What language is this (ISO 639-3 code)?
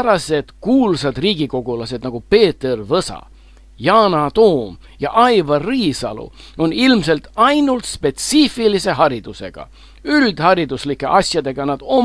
est